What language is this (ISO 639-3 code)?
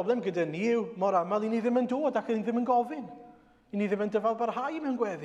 cym